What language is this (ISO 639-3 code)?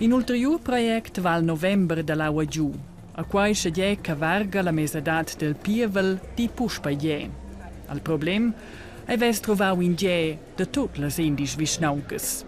roh